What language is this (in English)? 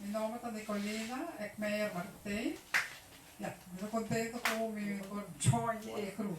Papiamento